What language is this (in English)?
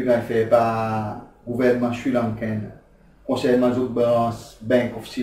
Seselwa Creole French